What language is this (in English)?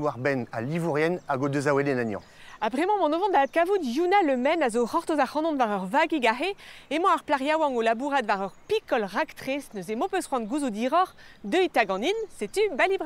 Breton